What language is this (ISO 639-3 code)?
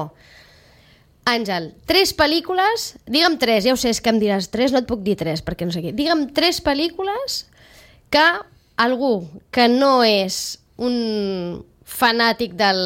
cat